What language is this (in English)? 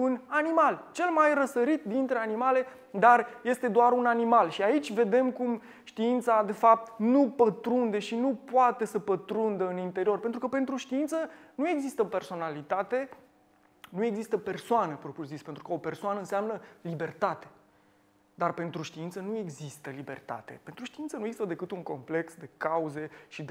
Romanian